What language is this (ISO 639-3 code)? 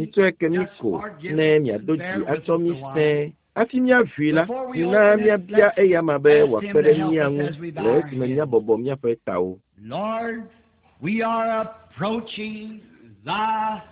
ewe